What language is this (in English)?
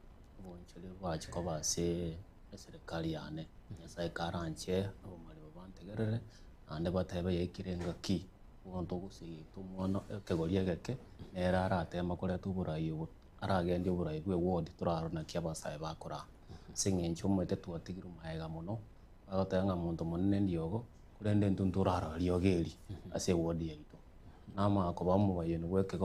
Gusii